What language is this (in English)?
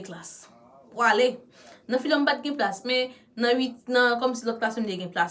Haitian Creole